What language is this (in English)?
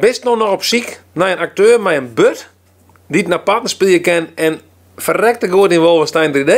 Western Frisian